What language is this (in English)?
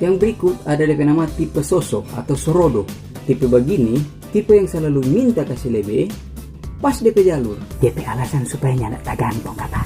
Manado Malay